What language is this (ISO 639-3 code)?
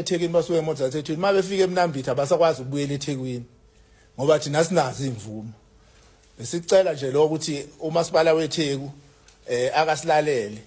zul